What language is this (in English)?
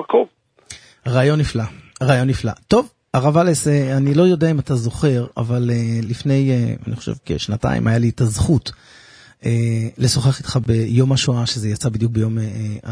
Hebrew